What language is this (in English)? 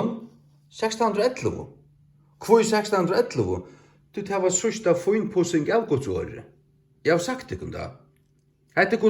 Faroese